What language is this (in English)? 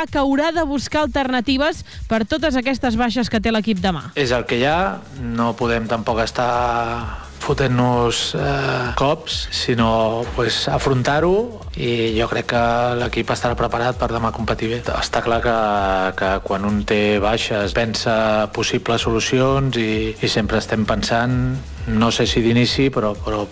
Catalan